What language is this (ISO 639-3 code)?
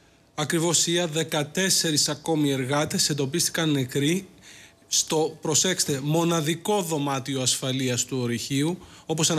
ell